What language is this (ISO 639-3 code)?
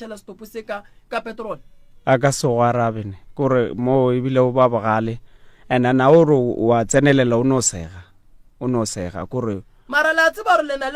nso